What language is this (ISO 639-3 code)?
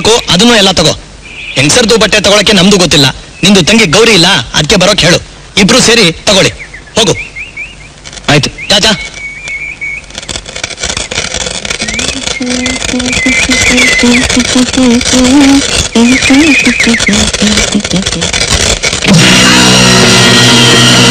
kan